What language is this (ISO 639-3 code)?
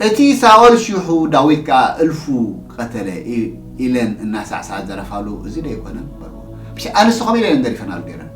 tir